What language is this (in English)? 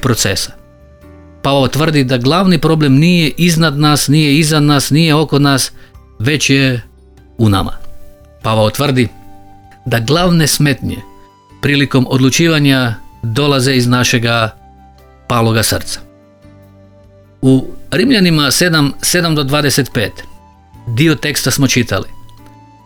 Croatian